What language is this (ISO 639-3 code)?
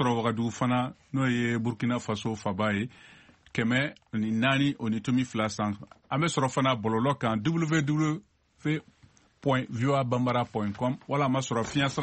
bam